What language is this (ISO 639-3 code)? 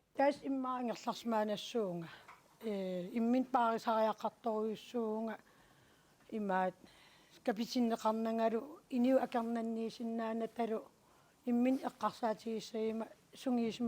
kal